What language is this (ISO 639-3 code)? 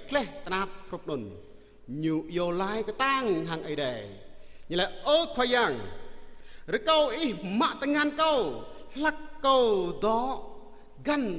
jra